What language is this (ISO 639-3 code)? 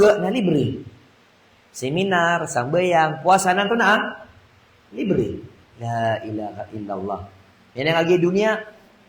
mrw